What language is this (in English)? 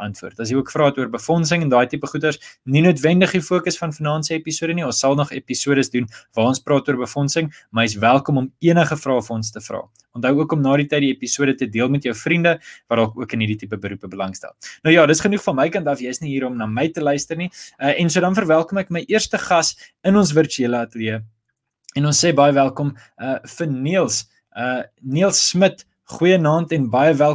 Afrikaans